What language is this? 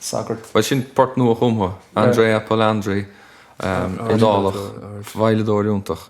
Irish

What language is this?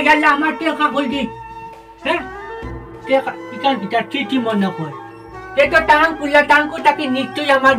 Sylheti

